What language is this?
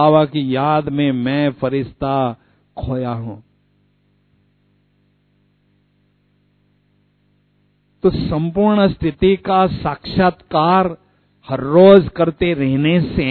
Hindi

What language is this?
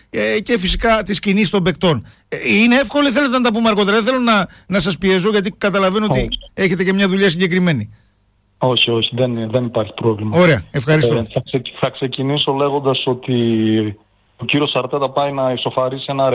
Greek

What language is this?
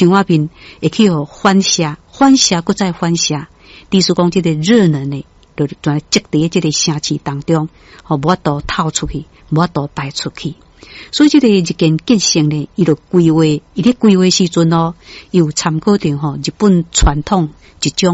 Min Nan Chinese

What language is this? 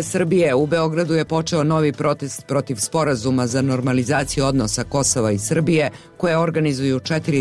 Serbian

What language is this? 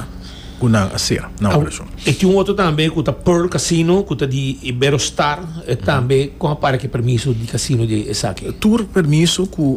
Papiamento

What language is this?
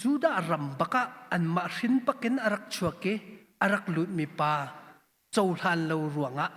Hakha Chin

